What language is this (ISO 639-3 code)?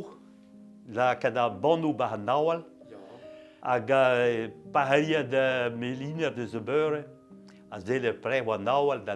bre